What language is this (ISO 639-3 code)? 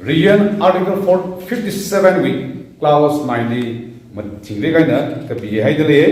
nmf